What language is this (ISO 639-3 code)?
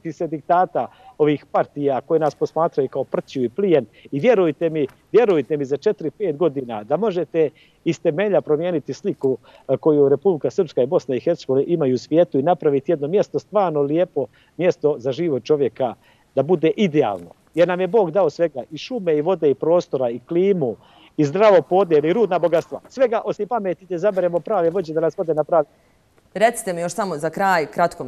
bos